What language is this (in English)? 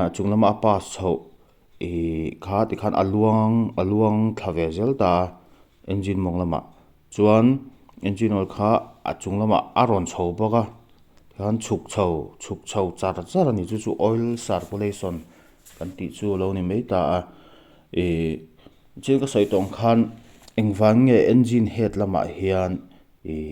Mizo